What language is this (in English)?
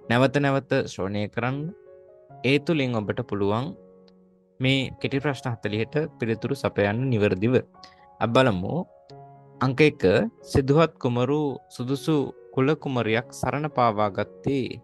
Sinhala